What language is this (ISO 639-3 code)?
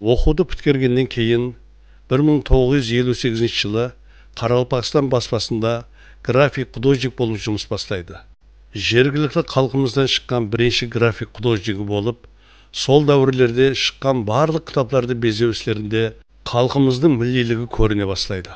kaa